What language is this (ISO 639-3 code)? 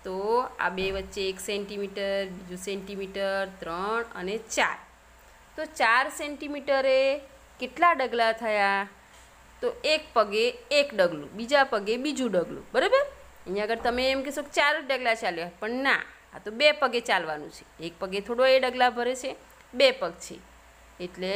guj